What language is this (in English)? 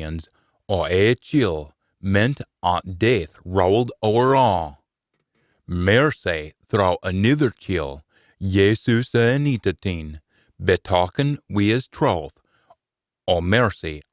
Scots